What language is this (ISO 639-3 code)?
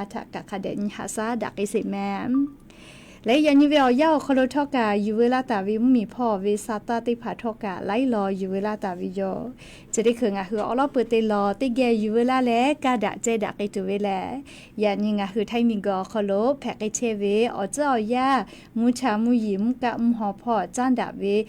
lhu